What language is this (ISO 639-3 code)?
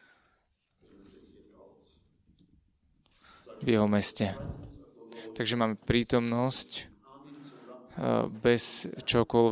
slk